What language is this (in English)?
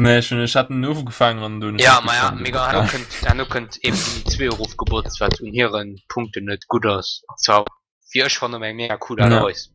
Luxembourgish